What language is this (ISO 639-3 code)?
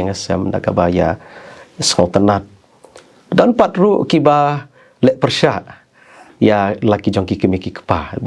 kha